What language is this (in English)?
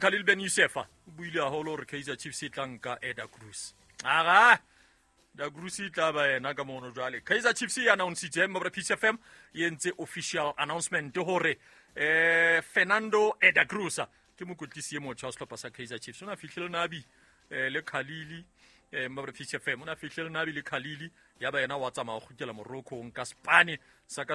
Southern Sotho